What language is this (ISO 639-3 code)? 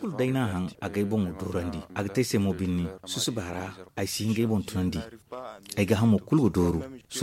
dje